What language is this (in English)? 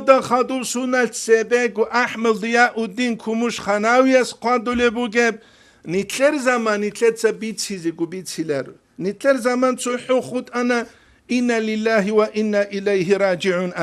Avaric